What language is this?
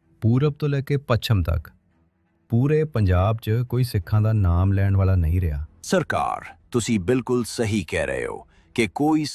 Punjabi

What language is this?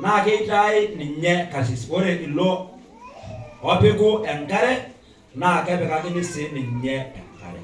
Masai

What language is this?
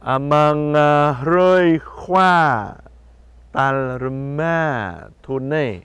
Jarai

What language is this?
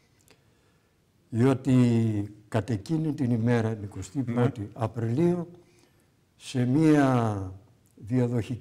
Greek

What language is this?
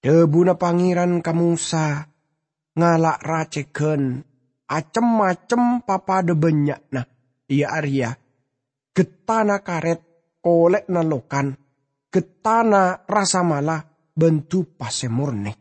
Madurese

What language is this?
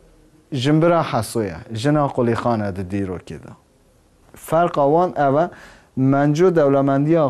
Kurdish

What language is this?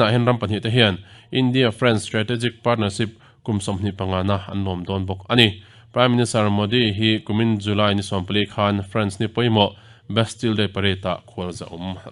Mizo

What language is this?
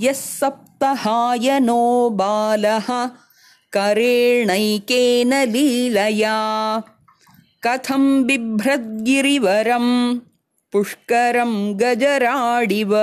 Sanskrit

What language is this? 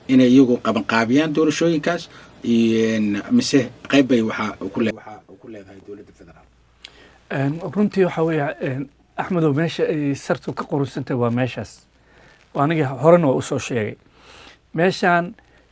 Somali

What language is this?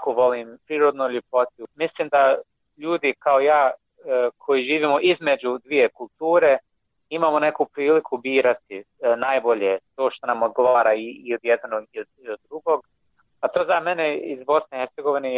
Bosnian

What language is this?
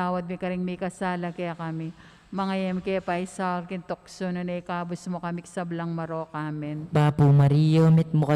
Pampanga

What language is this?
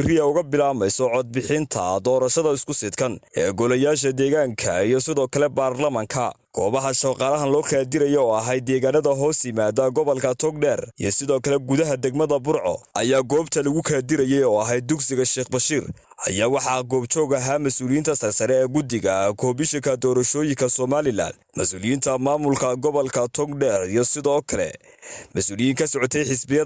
Somali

